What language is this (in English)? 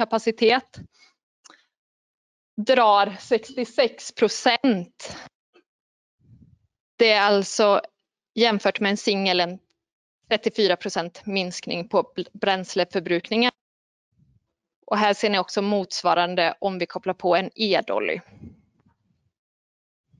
Swedish